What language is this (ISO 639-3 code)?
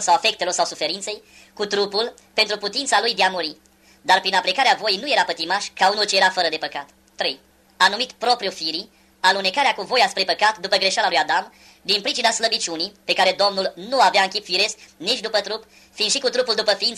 ron